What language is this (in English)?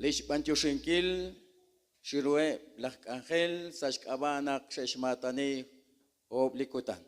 Kekchí